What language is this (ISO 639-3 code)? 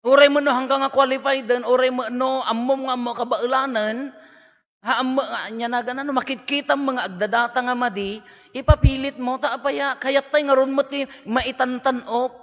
ilo